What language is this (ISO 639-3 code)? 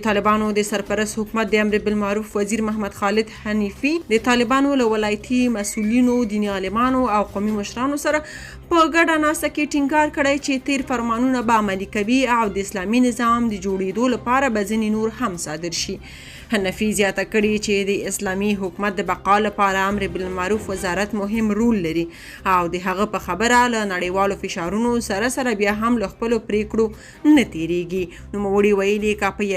pus